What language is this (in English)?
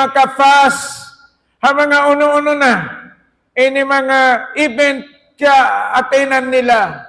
Tausug